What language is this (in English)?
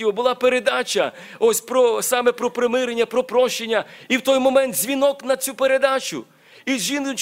Ukrainian